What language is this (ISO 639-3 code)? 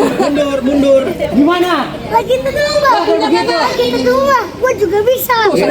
bew